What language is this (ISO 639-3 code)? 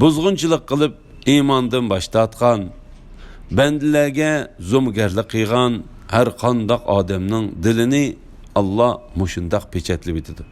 uig